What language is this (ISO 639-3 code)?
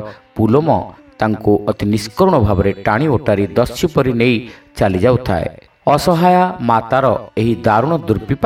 ori